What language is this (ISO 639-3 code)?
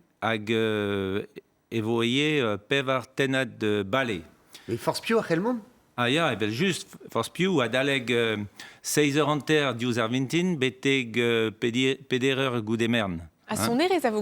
bre